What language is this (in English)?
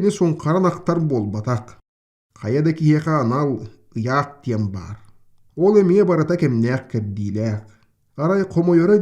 Yakut